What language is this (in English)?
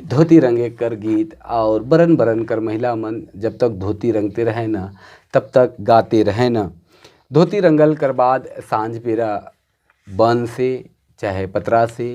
Sadri